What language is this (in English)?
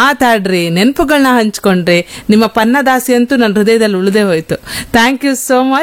Kannada